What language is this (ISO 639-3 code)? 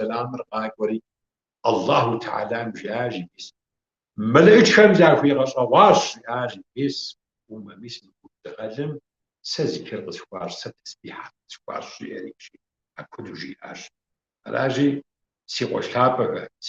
kbd